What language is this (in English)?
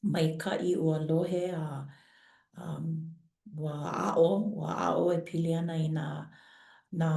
Hawaiian